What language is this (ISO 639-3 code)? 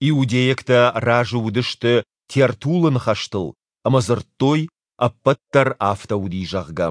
oss